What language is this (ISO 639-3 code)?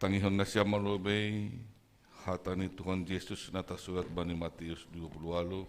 bts